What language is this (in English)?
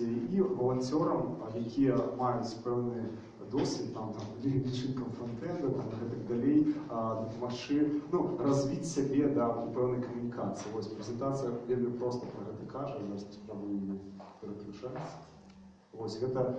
Belarusian